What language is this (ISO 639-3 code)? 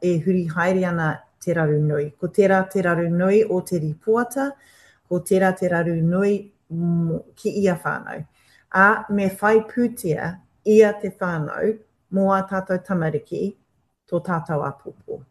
mri